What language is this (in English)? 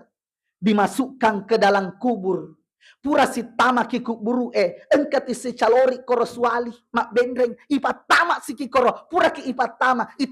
Buginese